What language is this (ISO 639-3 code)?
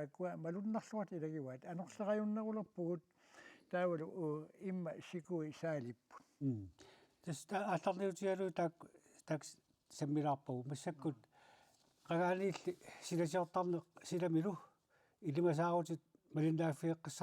kal